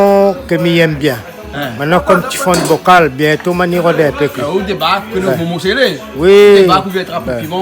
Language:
Réunion Creole French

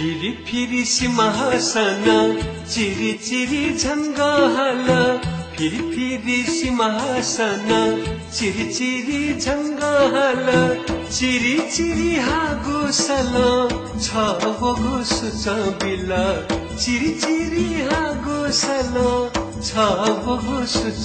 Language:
Newari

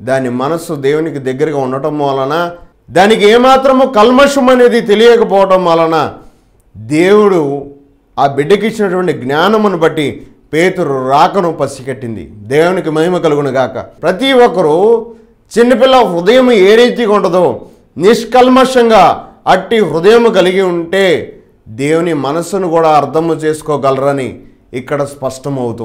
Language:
Telugu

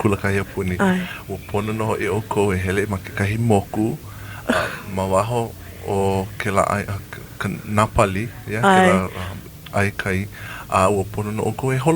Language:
Hawaiian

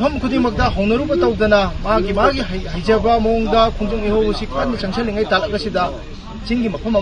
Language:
Manipuri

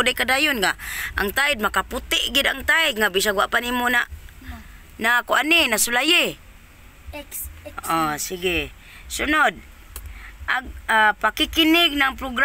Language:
Cebuano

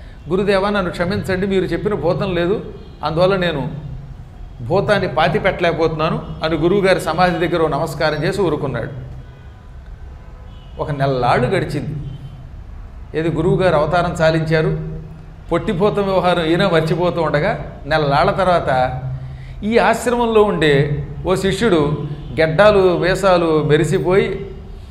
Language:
Telugu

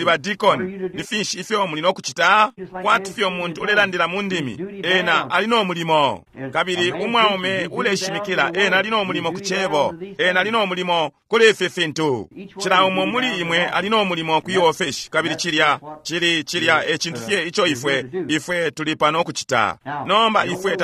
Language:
Bemba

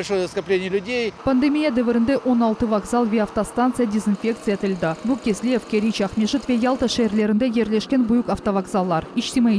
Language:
Crimean Tatar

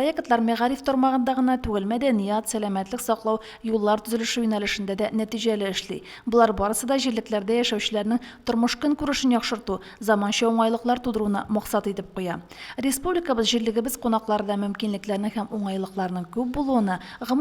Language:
Tatar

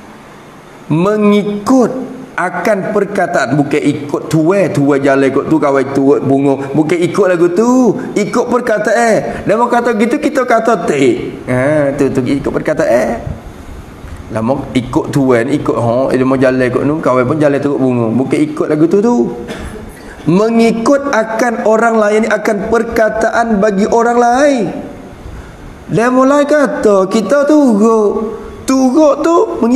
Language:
Malay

